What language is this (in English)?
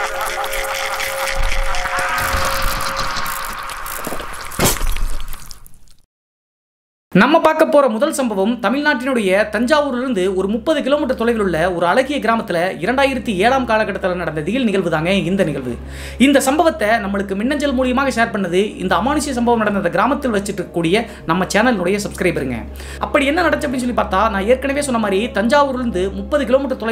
Tamil